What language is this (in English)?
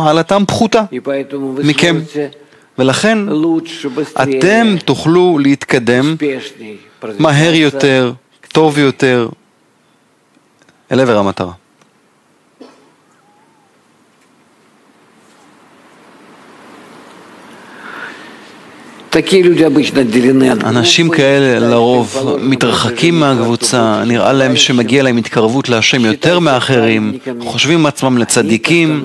Hebrew